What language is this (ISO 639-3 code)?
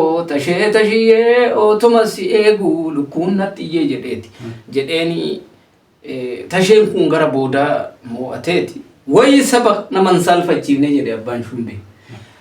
orm